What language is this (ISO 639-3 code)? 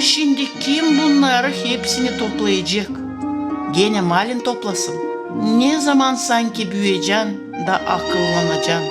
gag